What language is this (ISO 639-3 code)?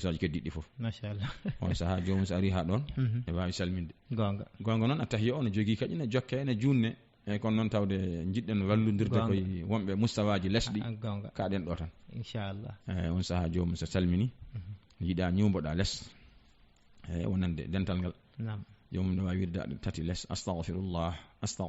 ful